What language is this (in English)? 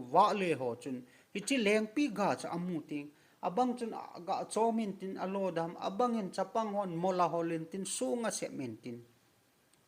Thado Chin